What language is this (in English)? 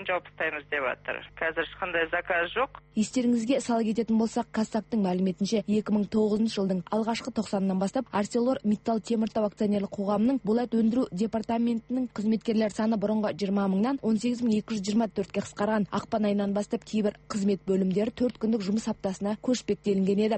Kazakh